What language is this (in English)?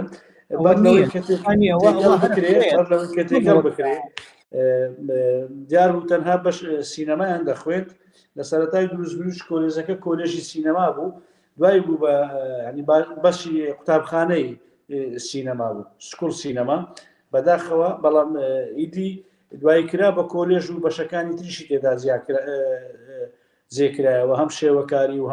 Central Kurdish